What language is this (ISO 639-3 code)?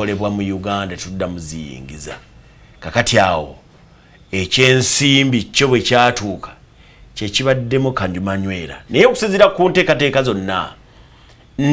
lug